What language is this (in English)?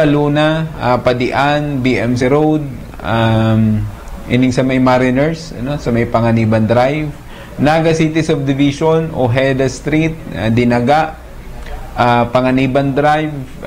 Bikol